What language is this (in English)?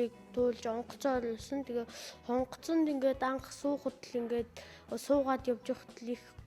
Mongolian